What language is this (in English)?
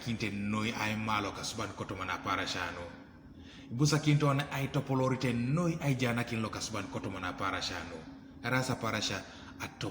Teso